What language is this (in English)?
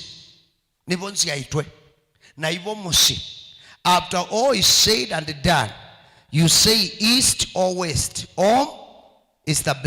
Kamba